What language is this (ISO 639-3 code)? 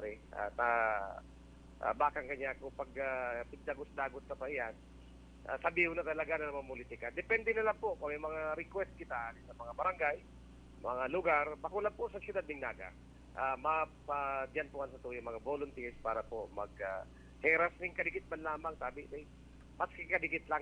bik